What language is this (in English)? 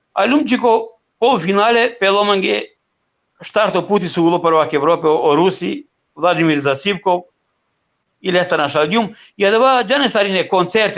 Balkan Romani